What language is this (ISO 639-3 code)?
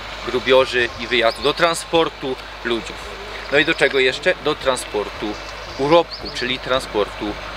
szl